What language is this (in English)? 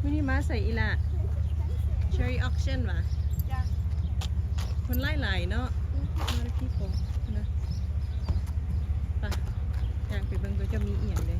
Lao